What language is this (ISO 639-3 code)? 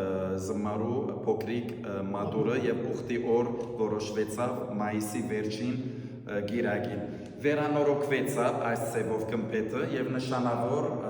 hyw